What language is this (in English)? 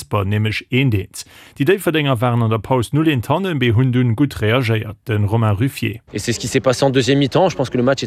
Luxembourgish